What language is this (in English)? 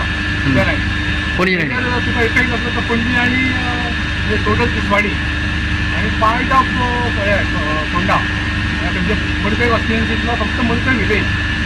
Konkani